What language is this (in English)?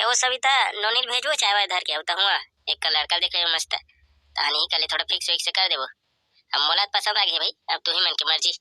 Chhattisgarhi